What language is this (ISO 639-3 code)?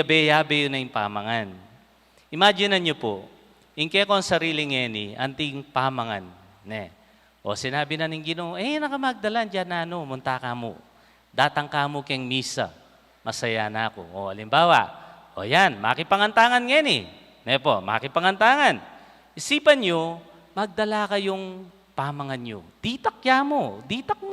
pam